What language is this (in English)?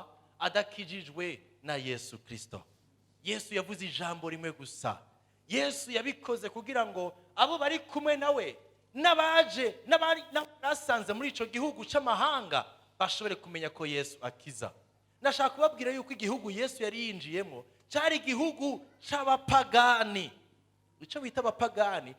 Rundi